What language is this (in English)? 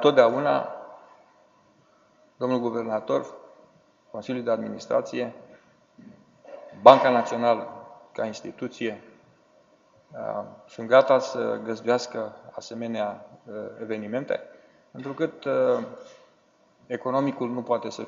Romanian